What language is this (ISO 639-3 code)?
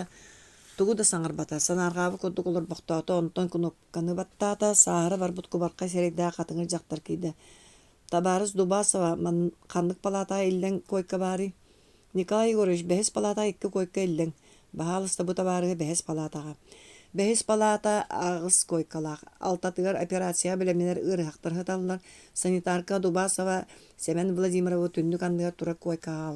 sah